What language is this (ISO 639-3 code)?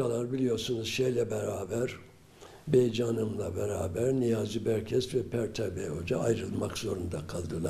tur